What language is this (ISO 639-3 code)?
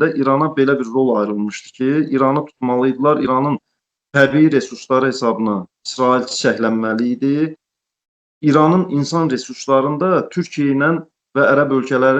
aze